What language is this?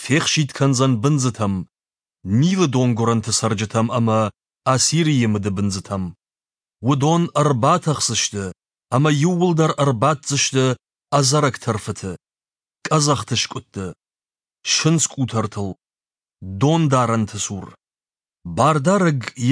Ossetic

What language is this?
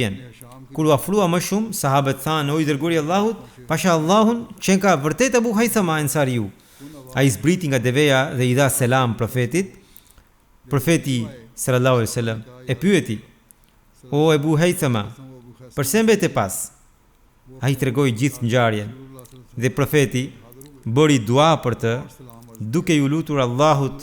Albanian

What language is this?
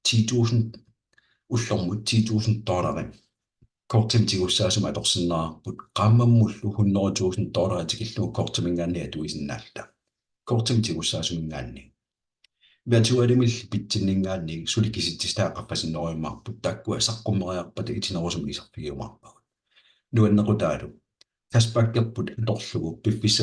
Kalaallisut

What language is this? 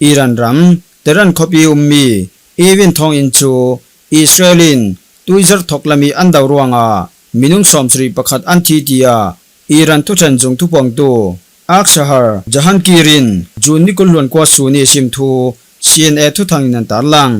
Falam Chin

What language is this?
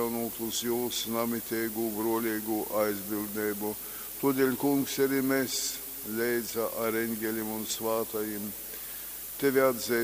Latgalian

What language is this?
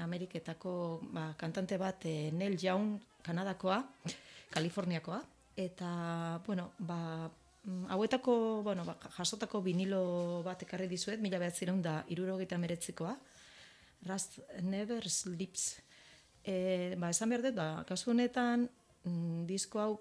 Basque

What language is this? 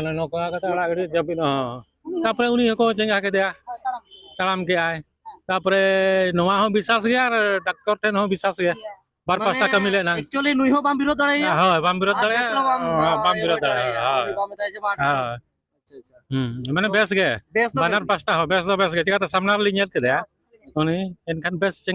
Santali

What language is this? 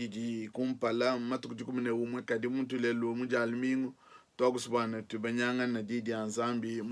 Luba-Lulua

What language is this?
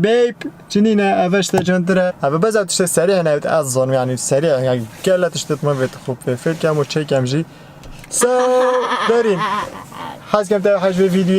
Kurdish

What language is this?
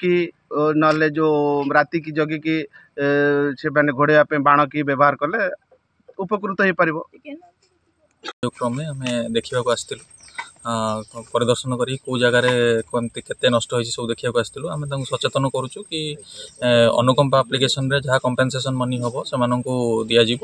Odia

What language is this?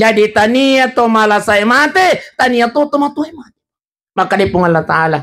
Buginese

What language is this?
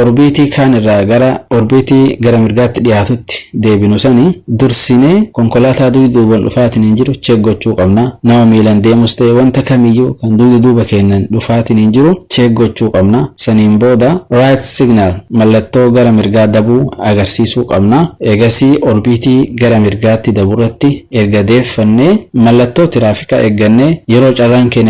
Oromo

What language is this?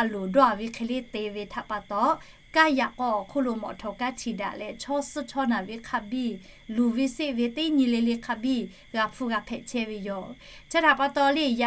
Lahu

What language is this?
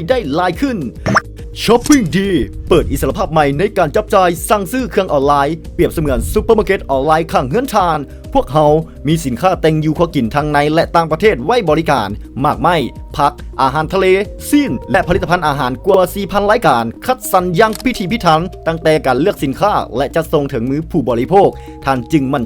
Lao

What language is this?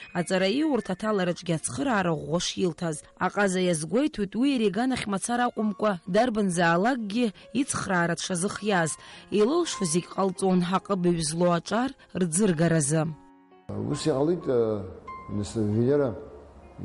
Abkhazian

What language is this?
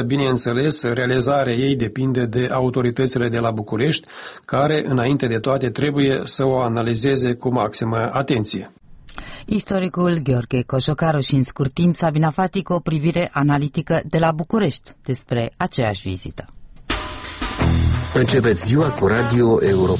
Romanian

